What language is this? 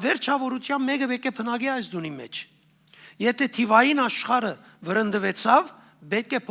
Western Armenian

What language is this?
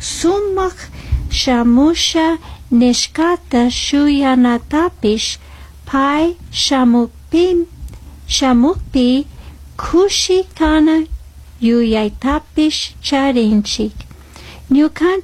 Chimborazo Highland Quichua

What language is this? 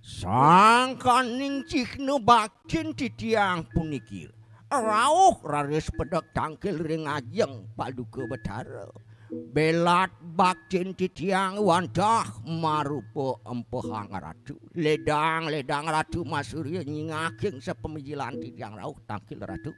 Balinese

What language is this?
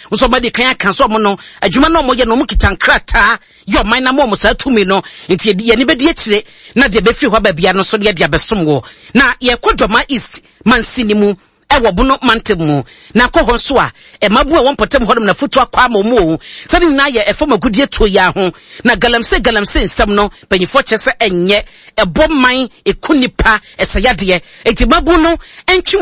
Akan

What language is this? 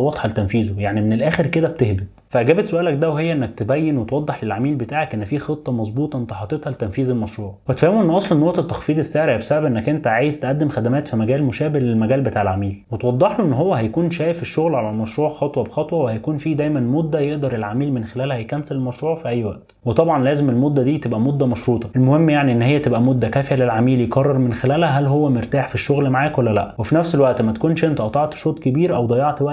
Egyptian Arabic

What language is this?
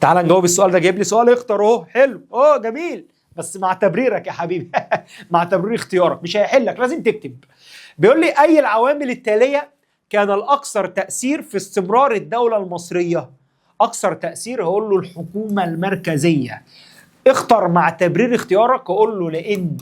Egyptian Arabic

